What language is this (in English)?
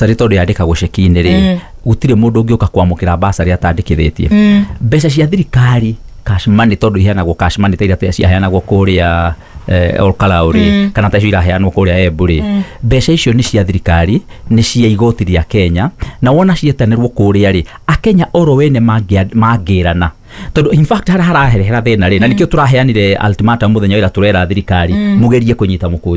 Kikuyu